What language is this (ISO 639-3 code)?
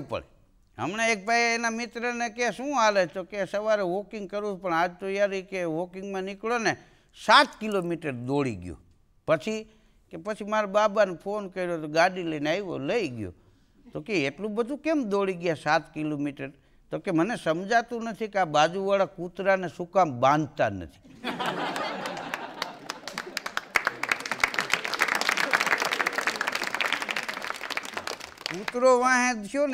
guj